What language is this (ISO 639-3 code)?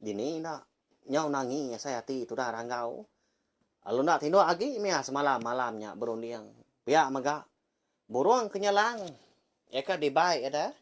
iba